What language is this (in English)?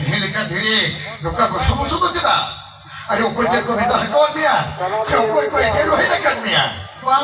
Santali